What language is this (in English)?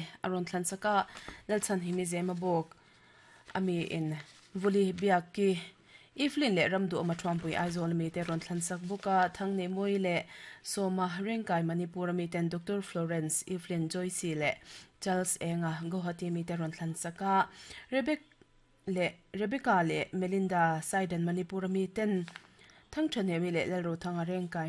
Mizo